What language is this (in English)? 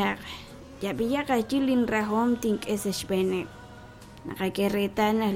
Kekchí